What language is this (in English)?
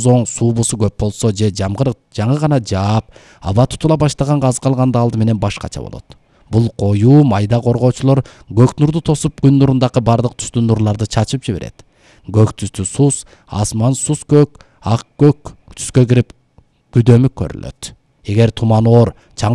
Kyrgyz